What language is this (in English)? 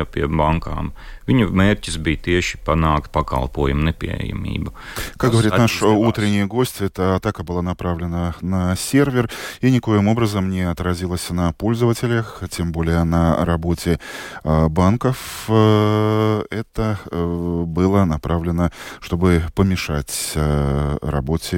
Russian